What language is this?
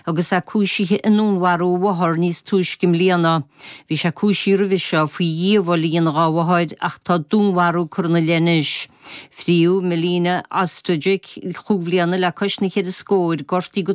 Irish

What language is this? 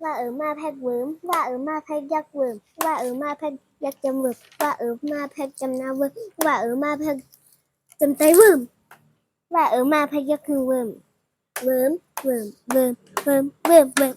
Shan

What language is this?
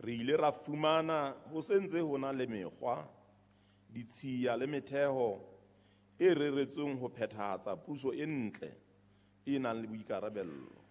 Southern Sotho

